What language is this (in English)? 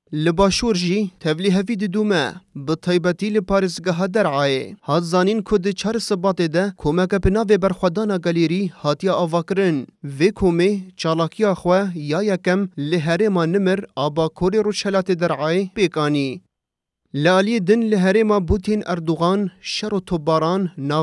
Kurdish